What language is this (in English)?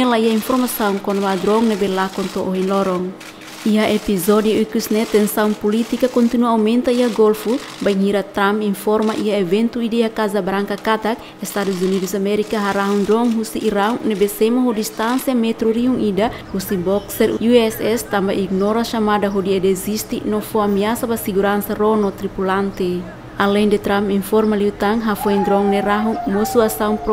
Tetum